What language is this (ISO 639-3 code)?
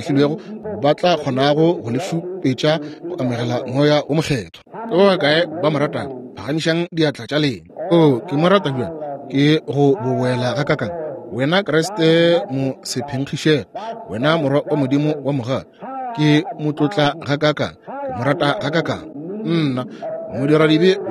nso